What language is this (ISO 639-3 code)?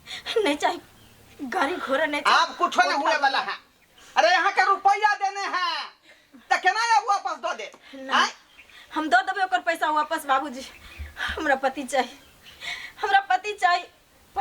mai